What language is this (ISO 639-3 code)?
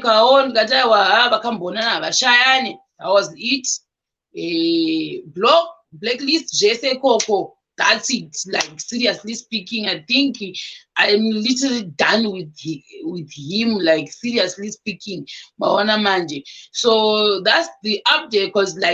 sna